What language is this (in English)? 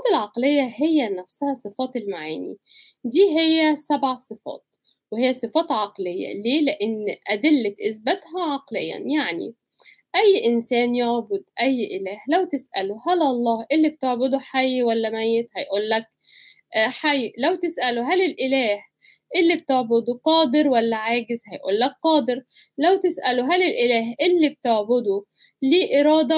Egyptian Arabic